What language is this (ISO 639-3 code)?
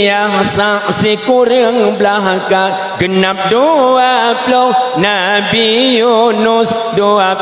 ace